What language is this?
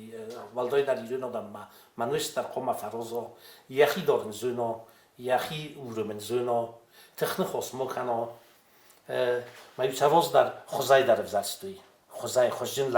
Ossetic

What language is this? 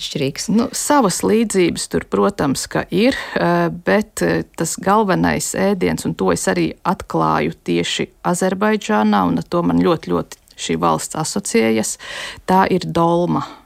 Latvian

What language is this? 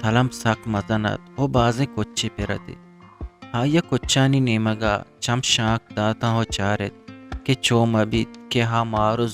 Eastern Balochi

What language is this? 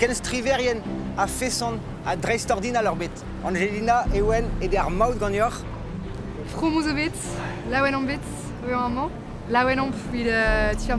Breton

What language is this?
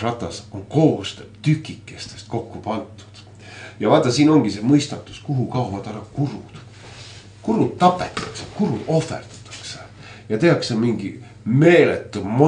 Estonian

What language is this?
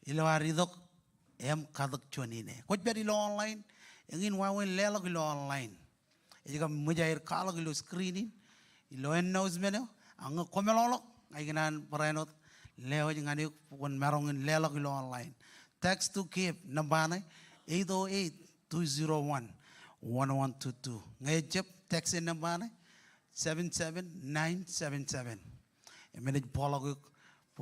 Marshallese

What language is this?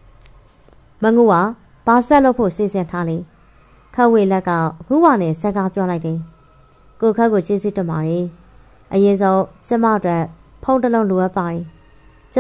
Burmese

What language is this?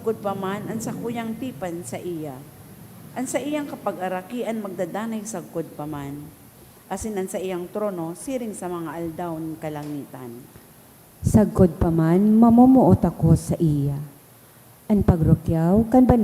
Bikol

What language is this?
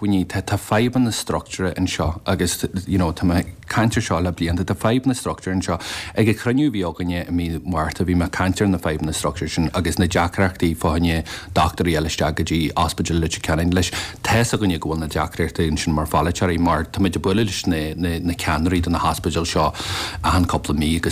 Irish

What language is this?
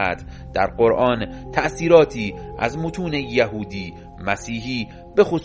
Persian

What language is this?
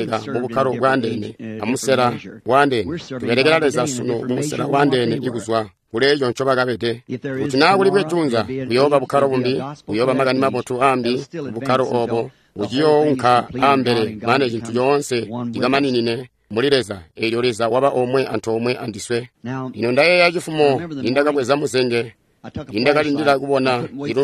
Tonga (Zambia)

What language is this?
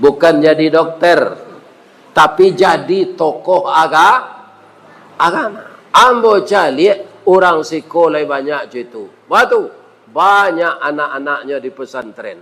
Minangkabau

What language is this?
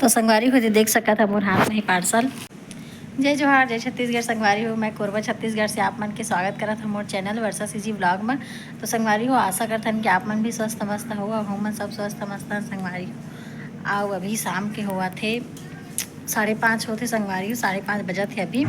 Chhattisgarhi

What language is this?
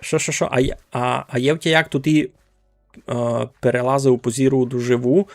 Rusyn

